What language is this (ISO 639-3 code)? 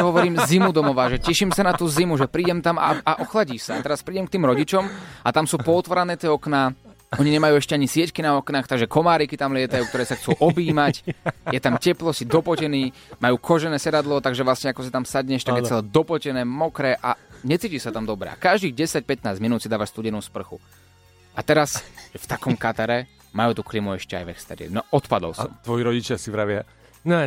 slk